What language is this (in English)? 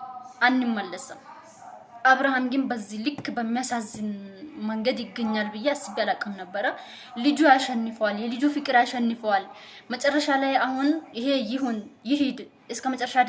Amharic